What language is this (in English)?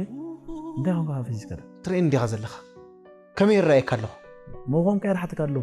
Tigrinya